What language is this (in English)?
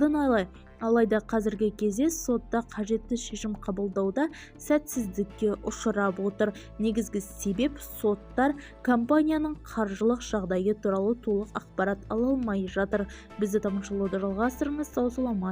Kazakh